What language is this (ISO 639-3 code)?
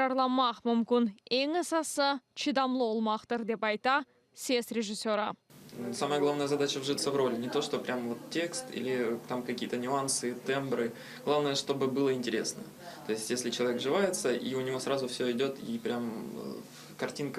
crh